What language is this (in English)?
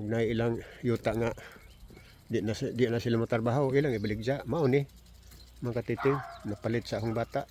Cebuano